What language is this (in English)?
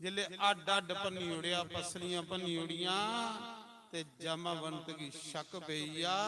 Dogri